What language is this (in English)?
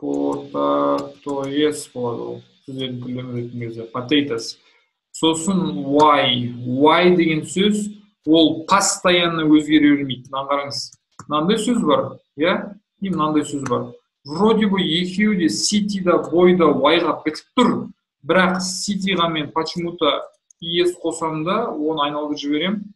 Kazakh